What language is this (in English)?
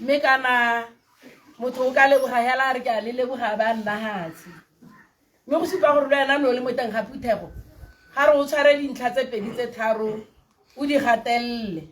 Tswana